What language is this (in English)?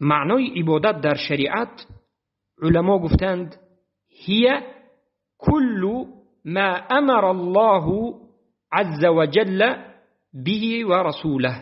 Tajik